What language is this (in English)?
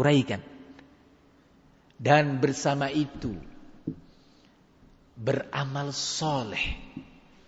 Indonesian